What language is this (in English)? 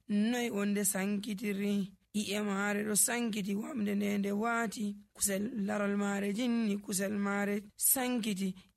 Nigerian Fulfulde